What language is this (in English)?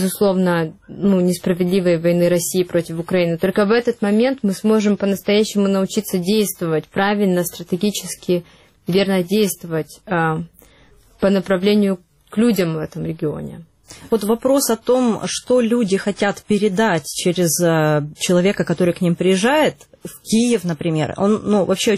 Russian